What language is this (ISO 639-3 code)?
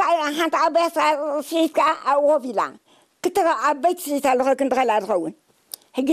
tir